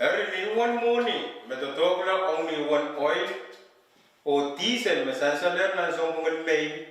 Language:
Pohnpeian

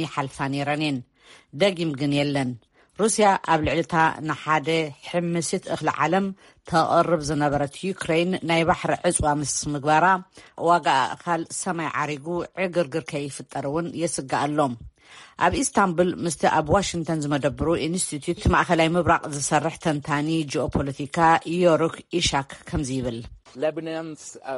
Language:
Tigrinya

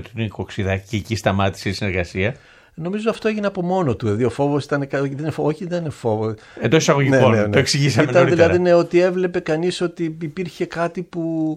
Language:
Greek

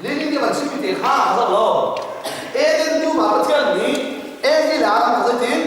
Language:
Hakha Chin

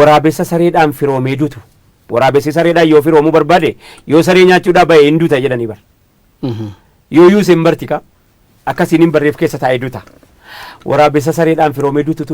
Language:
Oromo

